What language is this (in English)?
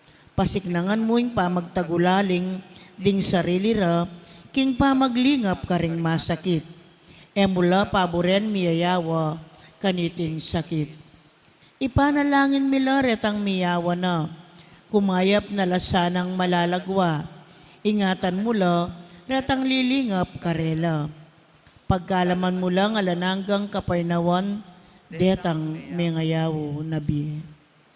Pampanga